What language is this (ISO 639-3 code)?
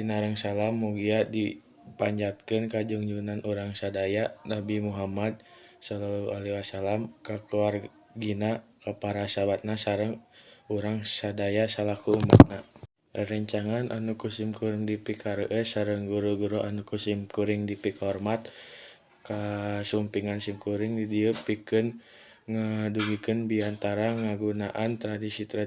sun